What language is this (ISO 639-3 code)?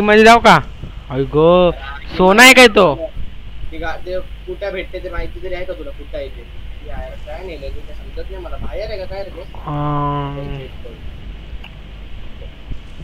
mar